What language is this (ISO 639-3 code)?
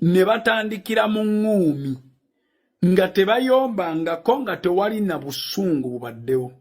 lug